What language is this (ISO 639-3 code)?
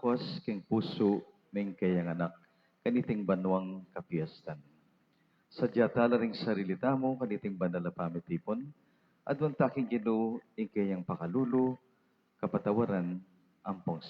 pam